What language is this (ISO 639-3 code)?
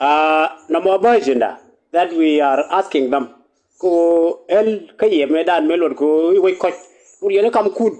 nus